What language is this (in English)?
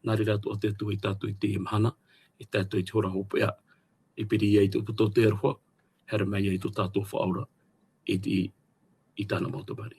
Tahitian